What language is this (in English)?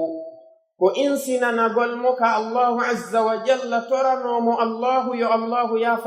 Pular